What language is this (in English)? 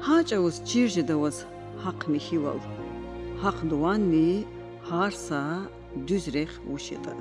Lezghian